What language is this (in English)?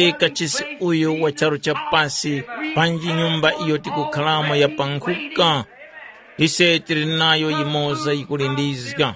Tumbuka